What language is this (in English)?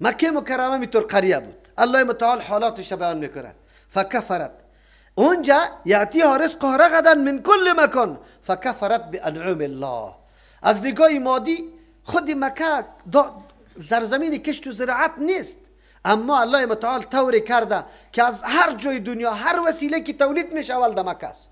Persian